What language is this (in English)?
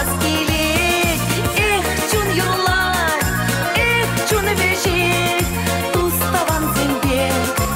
Chuvash